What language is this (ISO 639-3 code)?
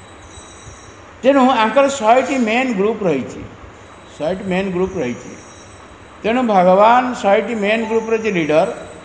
ori